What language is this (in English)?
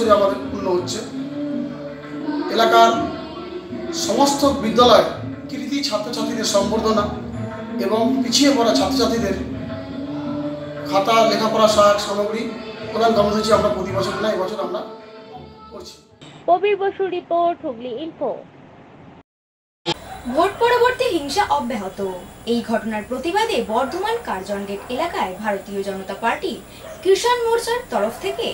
Bangla